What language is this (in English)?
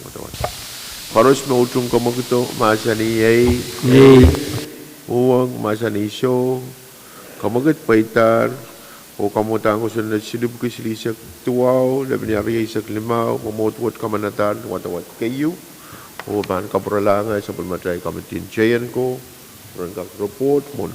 Pohnpeian